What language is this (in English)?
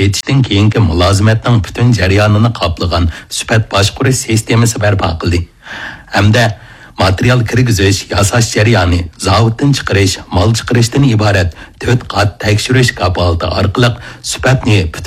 Uyghur